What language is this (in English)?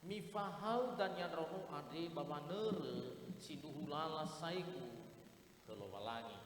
Nias